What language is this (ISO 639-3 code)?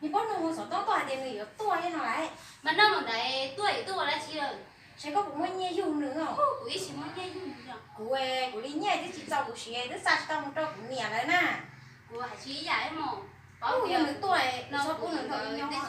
hmn